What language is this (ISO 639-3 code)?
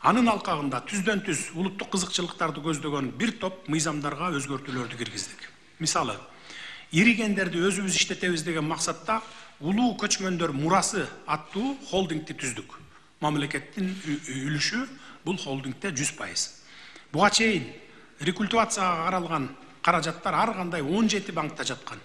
kir